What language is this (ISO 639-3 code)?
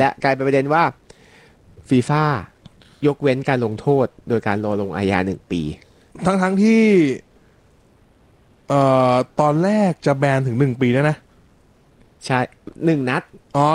tha